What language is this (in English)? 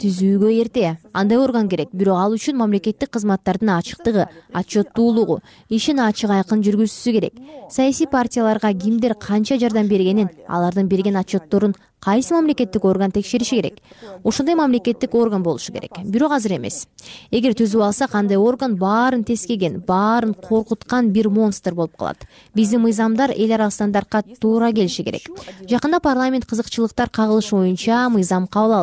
Kyrgyz